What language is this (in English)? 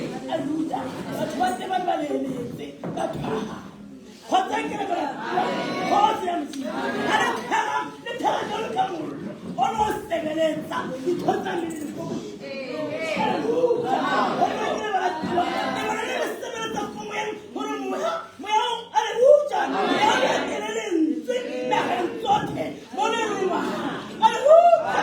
Tswana